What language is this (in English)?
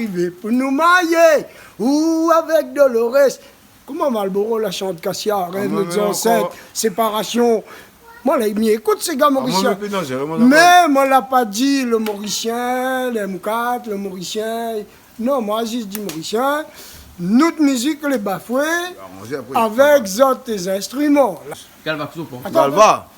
Réunion Creole French